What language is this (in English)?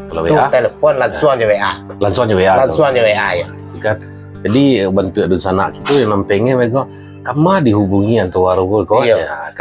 Minangkabau